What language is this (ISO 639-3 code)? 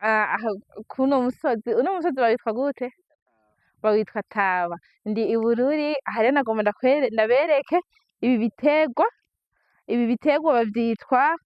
run